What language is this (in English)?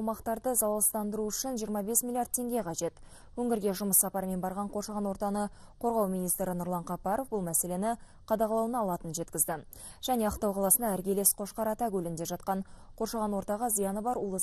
Kazakh